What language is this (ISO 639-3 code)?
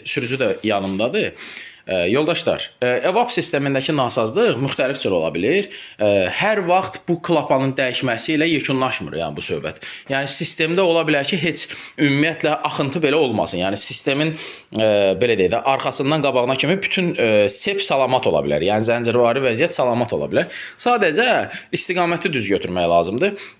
aze